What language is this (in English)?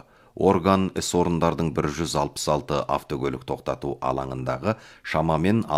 Kazakh